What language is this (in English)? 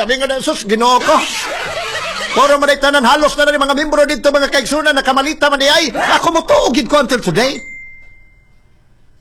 Cebuano